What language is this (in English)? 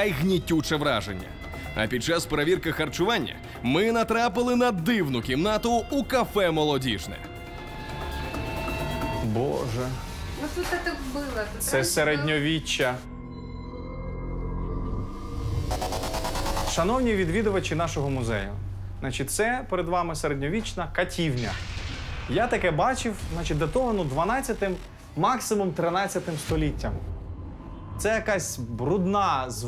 Ukrainian